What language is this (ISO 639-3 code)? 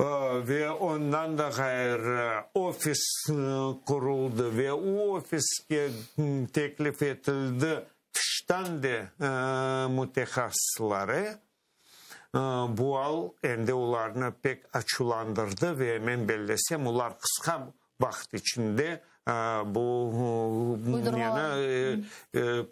crh